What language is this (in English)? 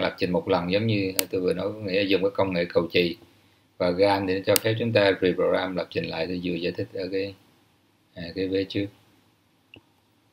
Vietnamese